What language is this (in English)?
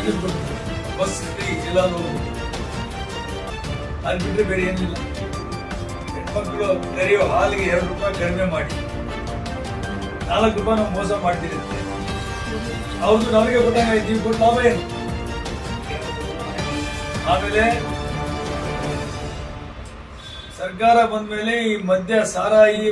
Kannada